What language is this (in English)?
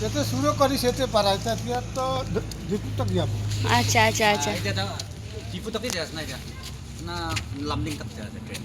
Naga Pidgin